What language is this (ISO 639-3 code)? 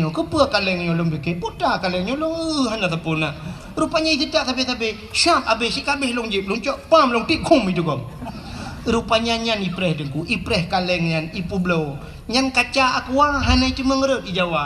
ace